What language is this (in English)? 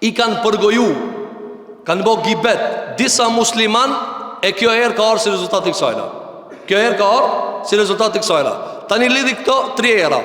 Albanian